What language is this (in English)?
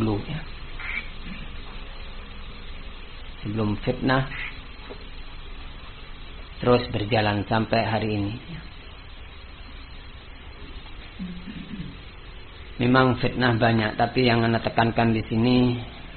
Indonesian